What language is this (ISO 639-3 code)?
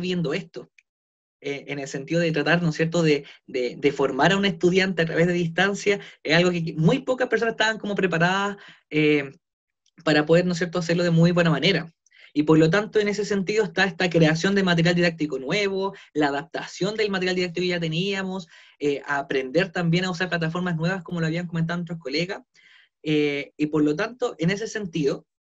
spa